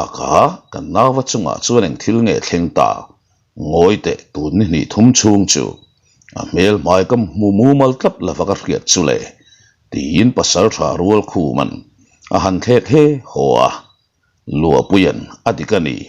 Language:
Mizo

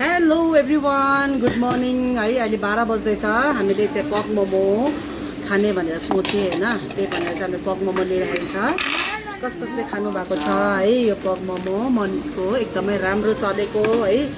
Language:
Nepali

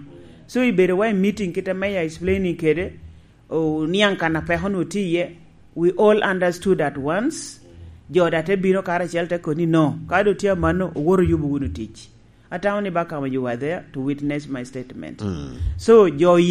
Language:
Lango (Uganda)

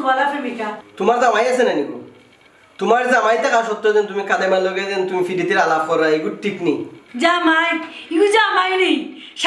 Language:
Sylheti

